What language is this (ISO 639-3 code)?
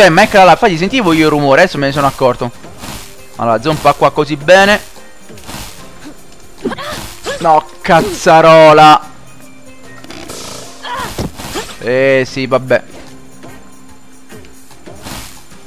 ita